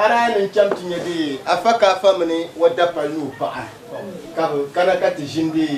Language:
Dagbani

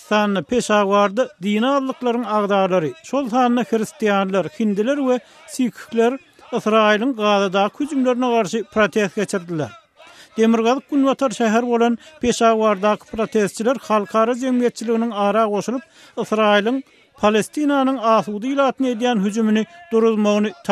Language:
Turkmen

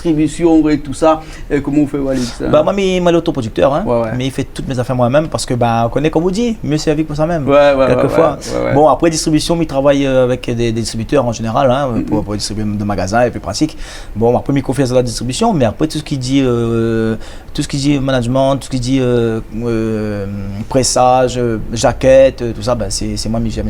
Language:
Réunion Creole French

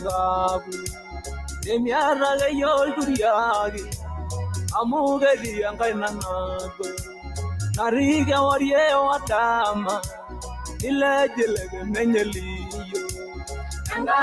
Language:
Masai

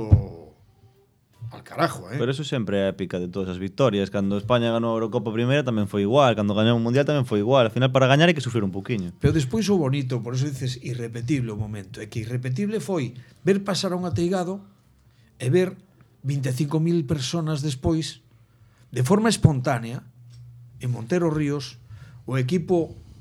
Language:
Galician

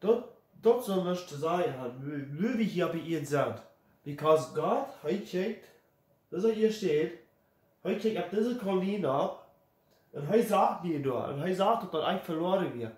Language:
Plautdietsch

